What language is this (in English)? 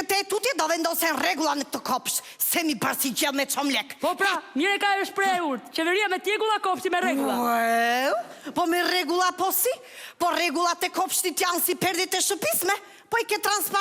Albanian